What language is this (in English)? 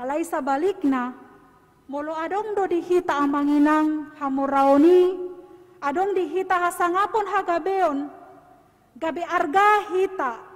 Batak Toba